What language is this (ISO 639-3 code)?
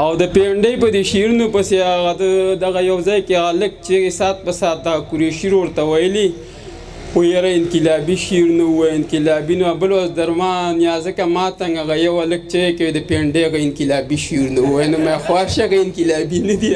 pus